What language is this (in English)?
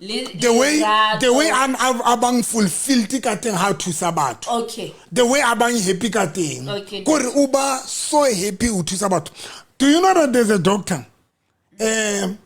Southern Sotho